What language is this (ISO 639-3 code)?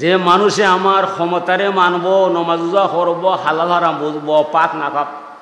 syl